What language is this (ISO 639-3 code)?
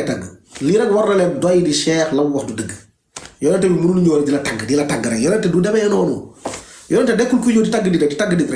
wol